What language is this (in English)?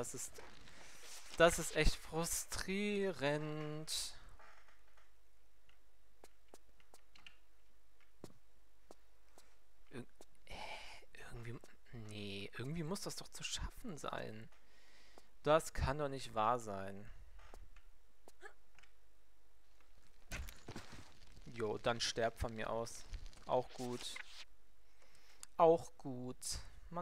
German